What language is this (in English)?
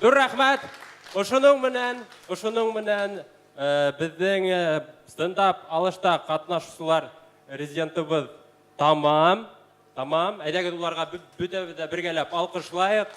Bashkir